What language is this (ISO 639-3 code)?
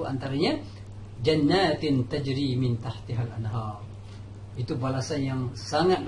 msa